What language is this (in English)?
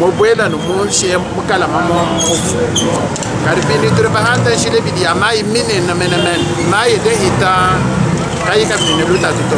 Luba-Lulua